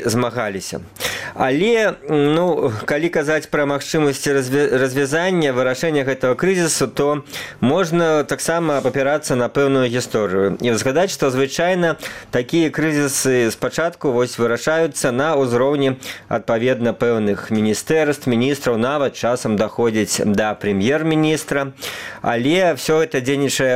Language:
Belarusian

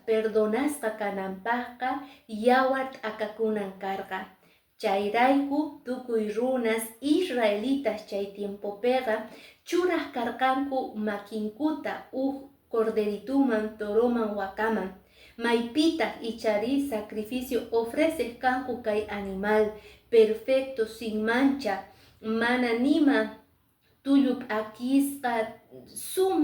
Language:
Quechua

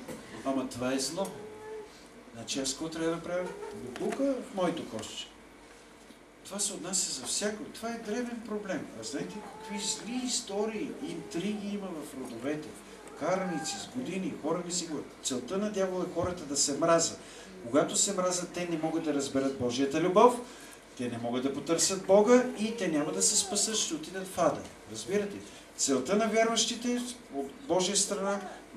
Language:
Bulgarian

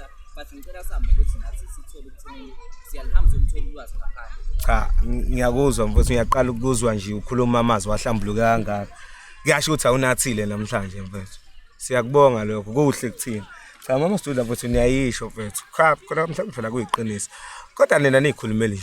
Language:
Zulu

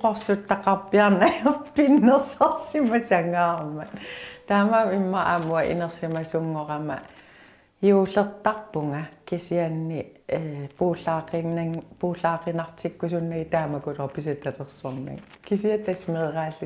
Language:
Kalaallisut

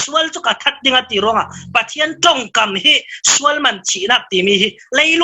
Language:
Falam Chin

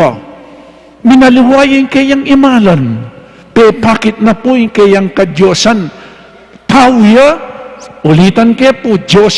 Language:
Pampanga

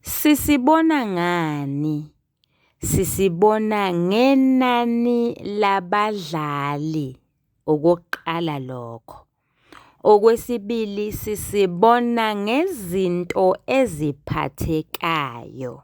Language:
Zulu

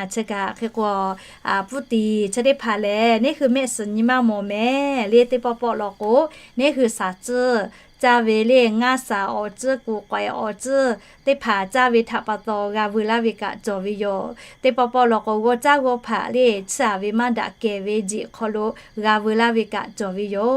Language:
Lahu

